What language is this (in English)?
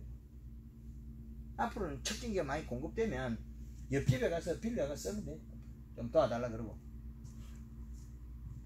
Korean